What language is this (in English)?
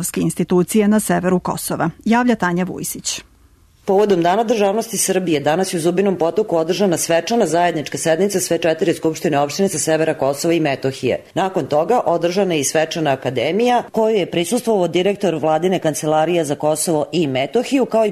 Serbian